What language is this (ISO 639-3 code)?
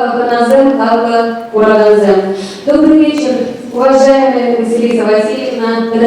chv